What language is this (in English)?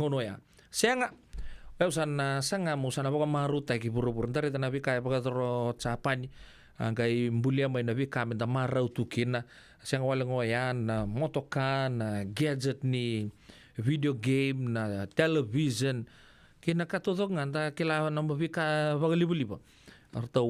Fijian